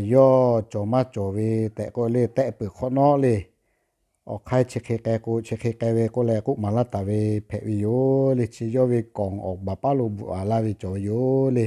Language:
Lahu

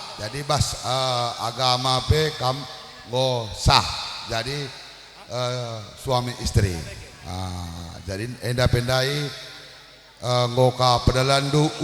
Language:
Batak Karo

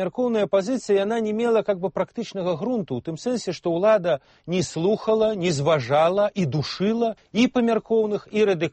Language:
Belarusian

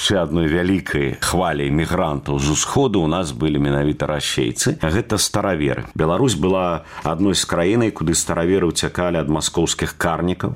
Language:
Belarusian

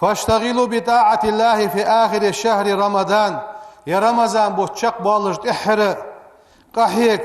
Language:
Ingush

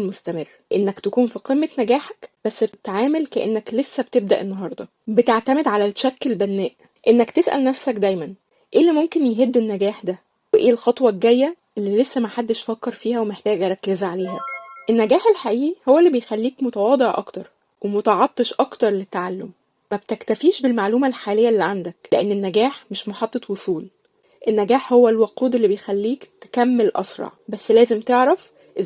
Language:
Egyptian Arabic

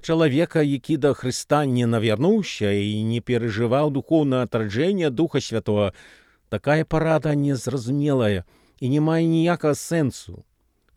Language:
Belarusian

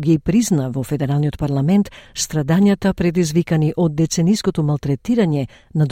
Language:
Macedonian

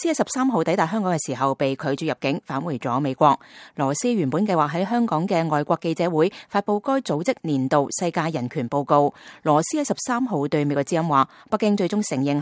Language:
Cantonese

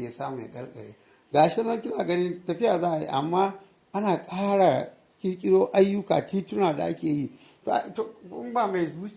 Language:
Hausa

